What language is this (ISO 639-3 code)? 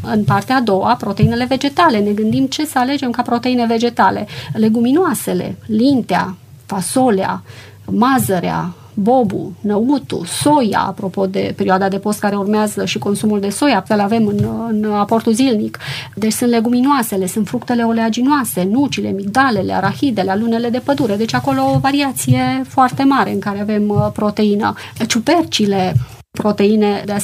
ron